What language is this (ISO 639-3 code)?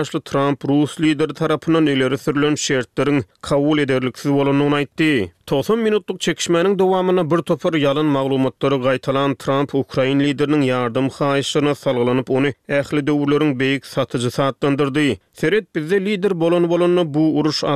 tuk